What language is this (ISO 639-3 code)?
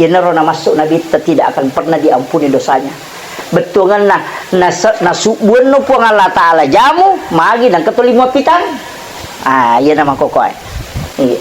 bug